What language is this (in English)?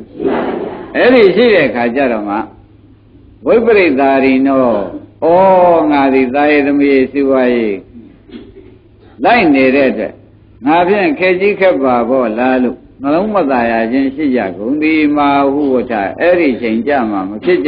Burmese